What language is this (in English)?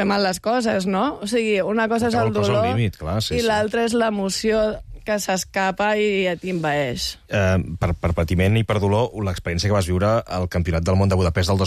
Catalan